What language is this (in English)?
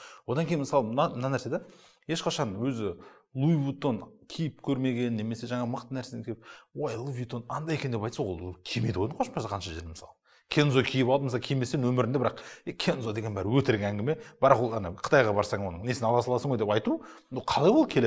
Kazakh